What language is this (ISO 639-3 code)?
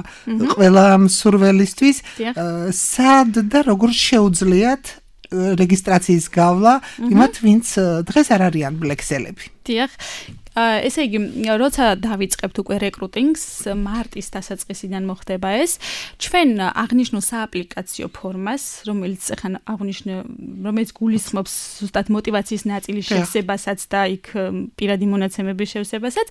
kat